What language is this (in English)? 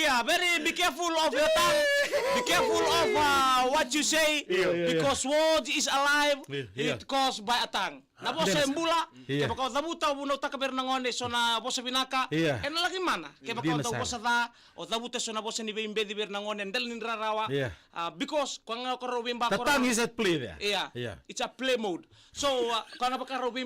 Fijian